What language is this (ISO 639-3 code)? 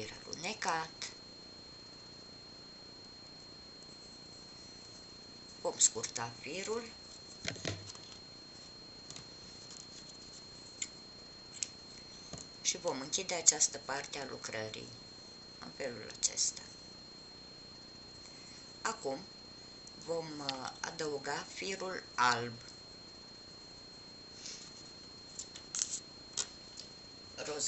ron